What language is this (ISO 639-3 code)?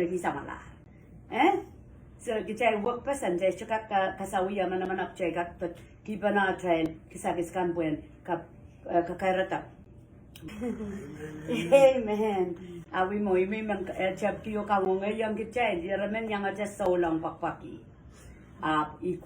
pon